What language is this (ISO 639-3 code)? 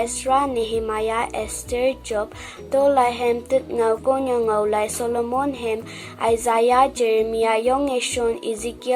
nbe